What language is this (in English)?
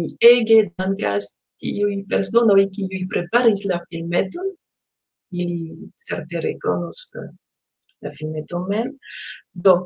Esperanto